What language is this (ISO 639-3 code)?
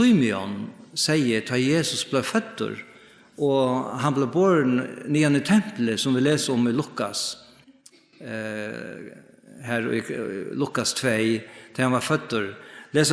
fao